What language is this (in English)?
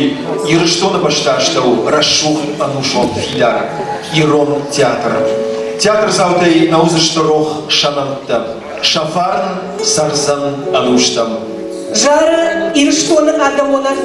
Ossetic